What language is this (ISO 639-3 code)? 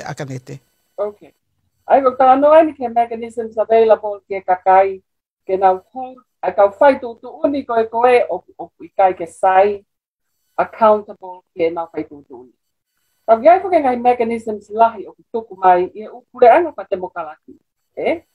ton